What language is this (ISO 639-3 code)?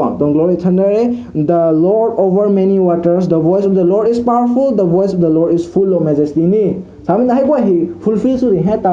nbu